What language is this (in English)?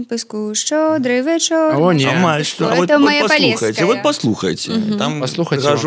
Belarusian